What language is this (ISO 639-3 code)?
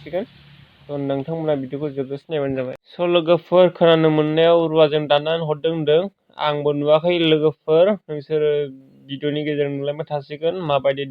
brx